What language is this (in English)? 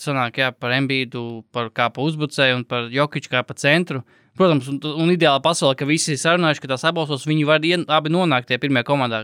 Latvian